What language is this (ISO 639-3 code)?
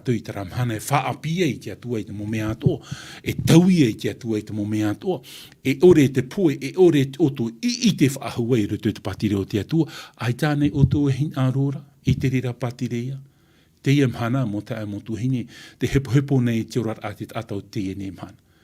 tah